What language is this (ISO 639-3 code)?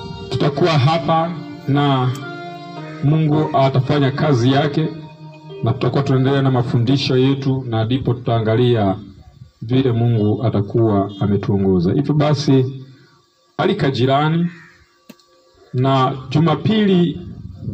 swa